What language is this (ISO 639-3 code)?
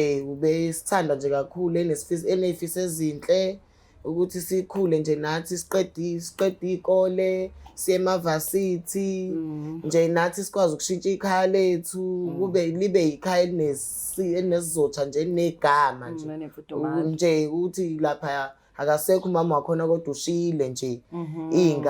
zul